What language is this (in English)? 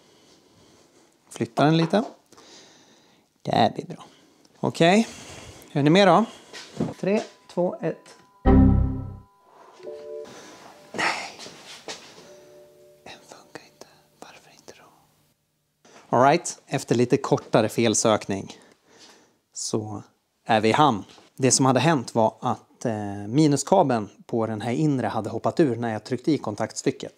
Swedish